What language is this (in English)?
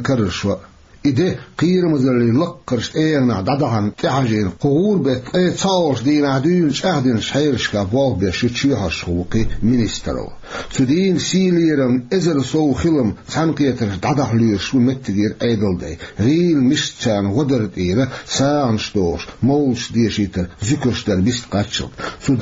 Chechen